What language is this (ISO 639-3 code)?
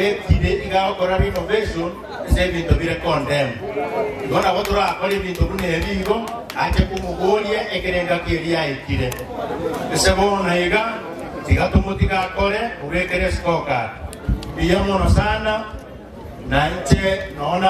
guz